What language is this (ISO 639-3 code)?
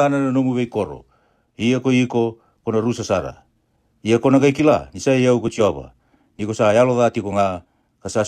fij